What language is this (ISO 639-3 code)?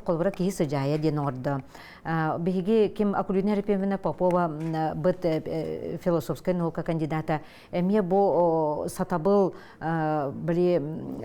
sah